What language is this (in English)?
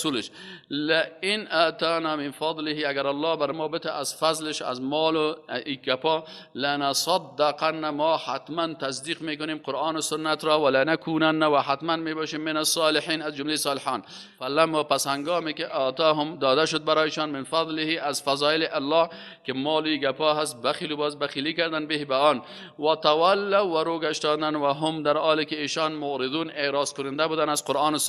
Persian